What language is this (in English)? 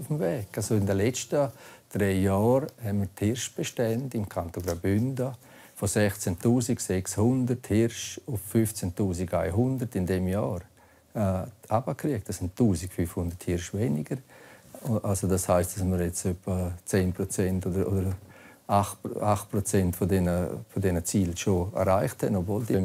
Romansh